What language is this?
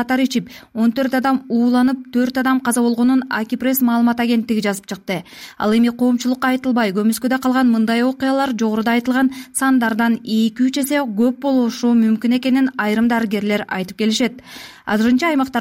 Kyrgyz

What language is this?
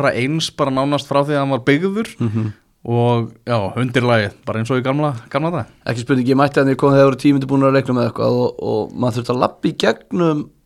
Icelandic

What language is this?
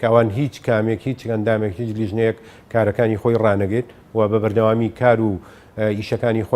Central Kurdish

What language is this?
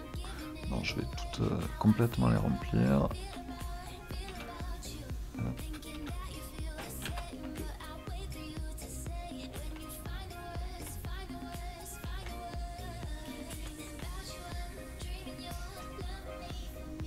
French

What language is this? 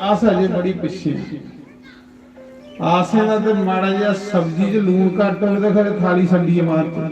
Dogri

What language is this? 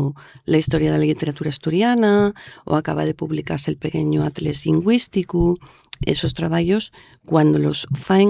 Asturian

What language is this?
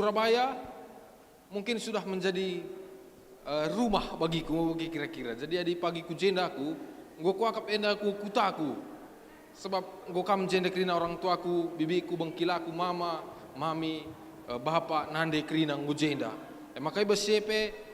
Batak Karo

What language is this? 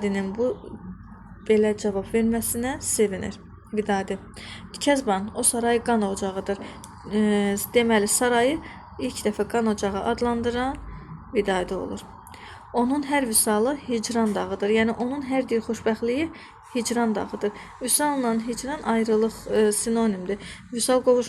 Azerbaijani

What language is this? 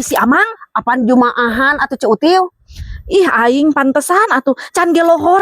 Sundanese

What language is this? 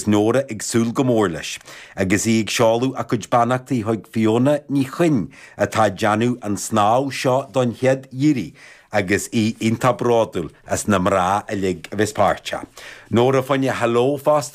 Irish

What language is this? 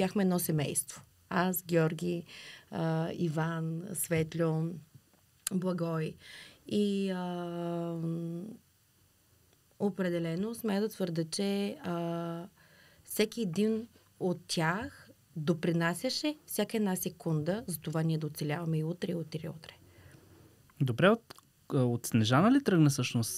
Bulgarian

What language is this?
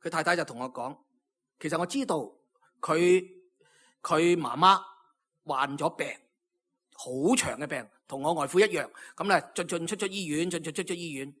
Cantonese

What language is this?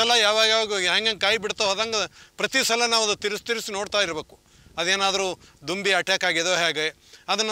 Kannada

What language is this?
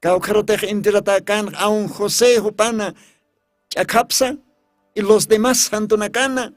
Aymara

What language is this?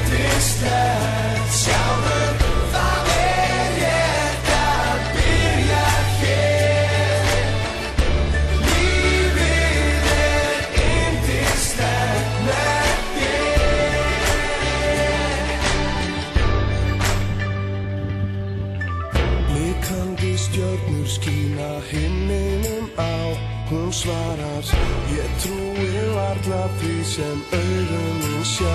Icelandic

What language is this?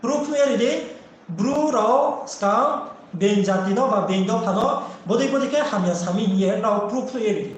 Riang (India)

